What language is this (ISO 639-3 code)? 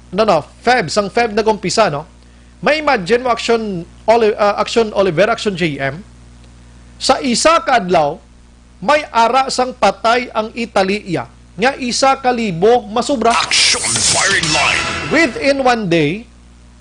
hil